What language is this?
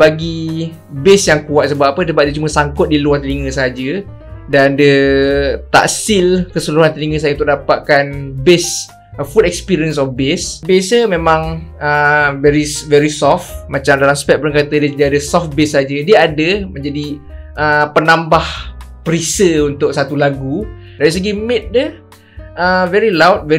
Malay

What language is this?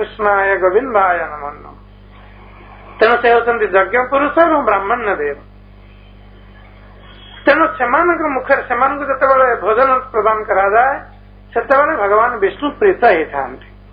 Odia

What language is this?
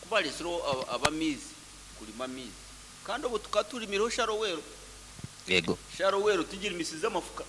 Nyankole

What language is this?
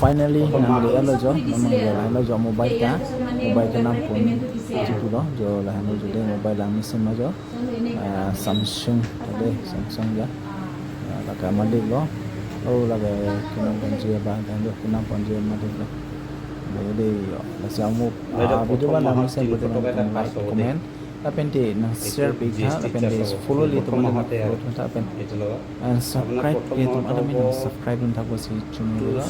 Karbi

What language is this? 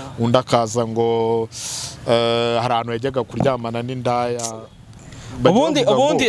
Kinyarwanda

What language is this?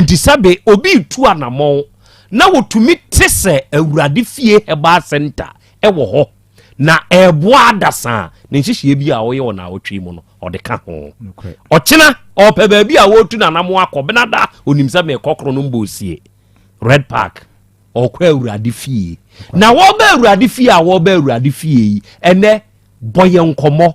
Akan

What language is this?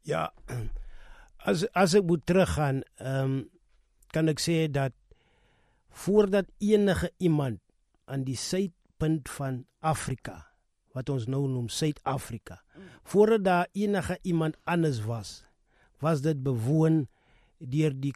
Afrikaans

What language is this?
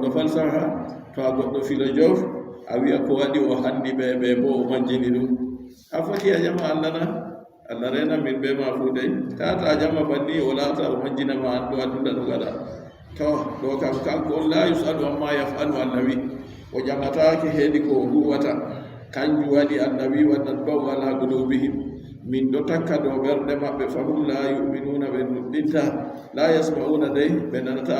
Adamawa Fulfulde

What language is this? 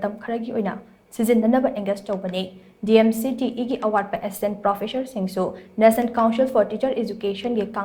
Manipuri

